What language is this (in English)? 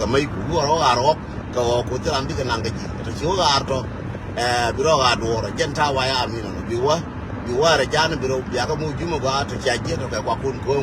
Nuer